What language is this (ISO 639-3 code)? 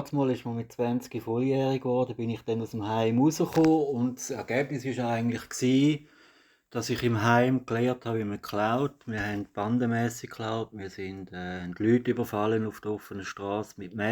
gsw